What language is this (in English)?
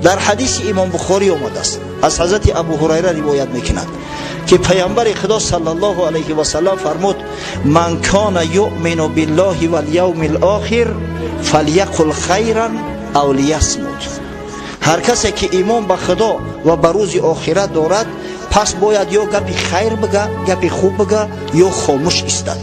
Tajik